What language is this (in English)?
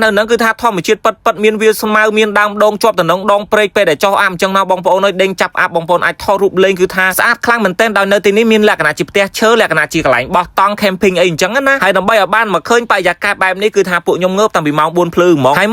Khmer